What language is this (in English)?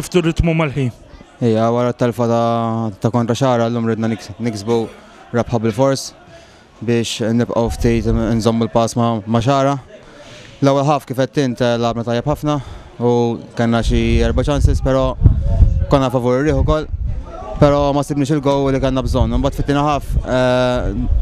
Maltese